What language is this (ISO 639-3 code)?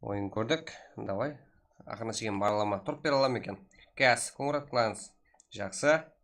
kaa